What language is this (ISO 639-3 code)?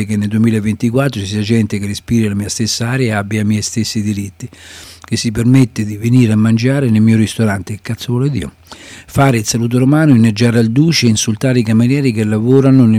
ita